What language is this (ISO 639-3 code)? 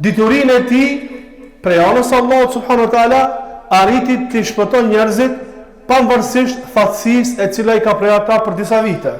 sqi